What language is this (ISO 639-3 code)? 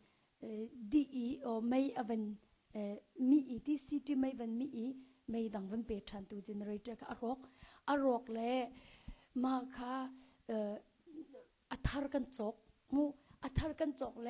cnh